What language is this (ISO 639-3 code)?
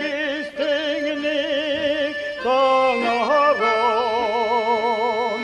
sah